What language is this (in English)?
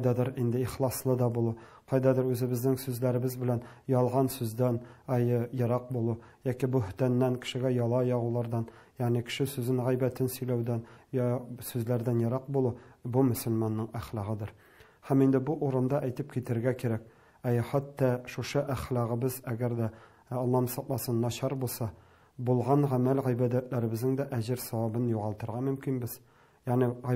Tatar